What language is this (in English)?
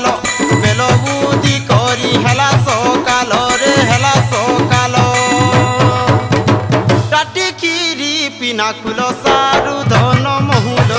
Sambalpuri